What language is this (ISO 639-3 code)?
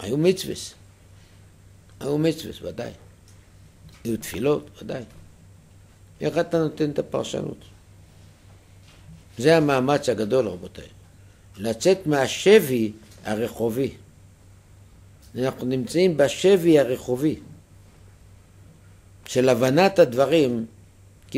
heb